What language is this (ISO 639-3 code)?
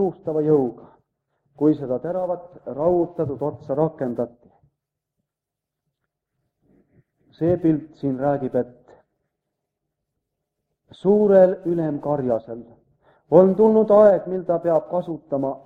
est